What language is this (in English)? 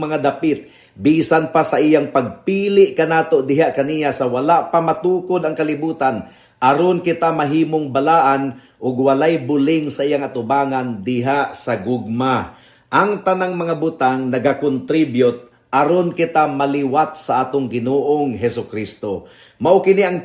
Cebuano